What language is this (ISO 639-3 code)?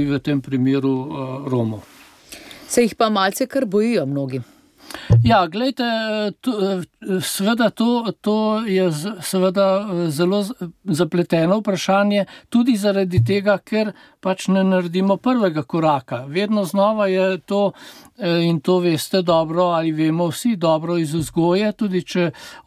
slv